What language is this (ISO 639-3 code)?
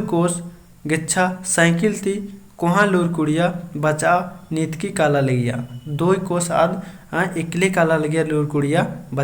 kru